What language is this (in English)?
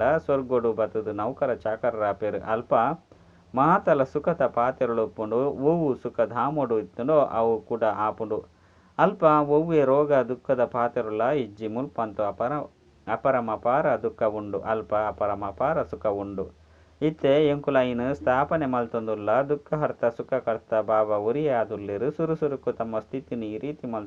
Tulu